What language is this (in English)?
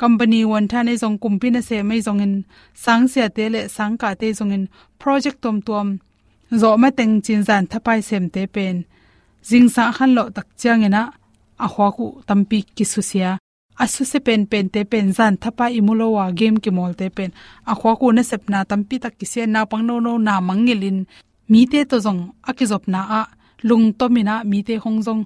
Tedim Chin